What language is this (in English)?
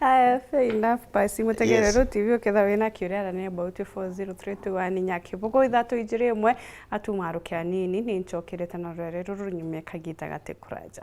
Meru